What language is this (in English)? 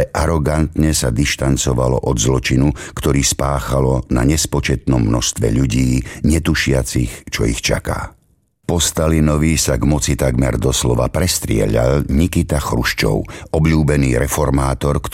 Slovak